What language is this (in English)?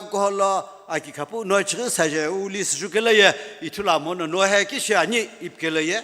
Sumi Naga